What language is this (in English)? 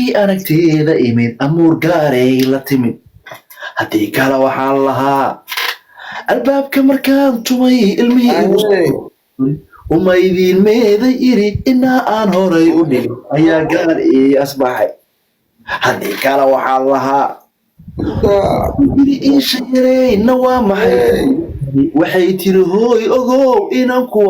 Somali